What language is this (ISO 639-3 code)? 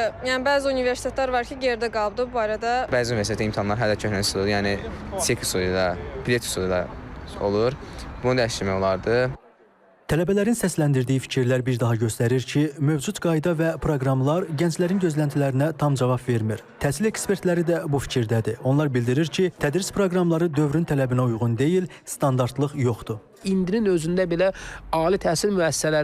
aze